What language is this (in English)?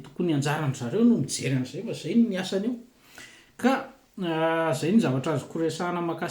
Malagasy